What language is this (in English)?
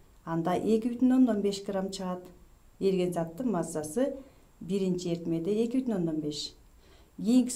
Kyrgyz